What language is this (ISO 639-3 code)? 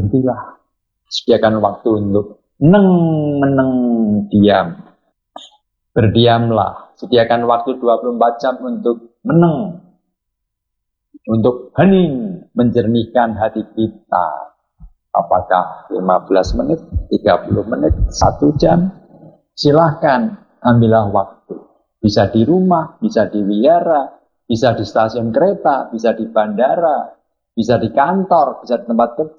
ind